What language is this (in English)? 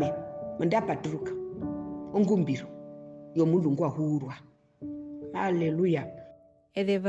Herero